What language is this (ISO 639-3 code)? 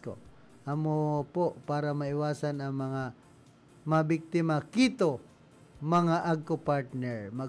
bik